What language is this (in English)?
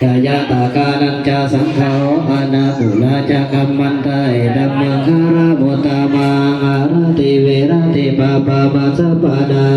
Pali